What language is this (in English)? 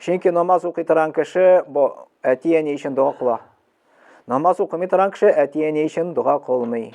Tatar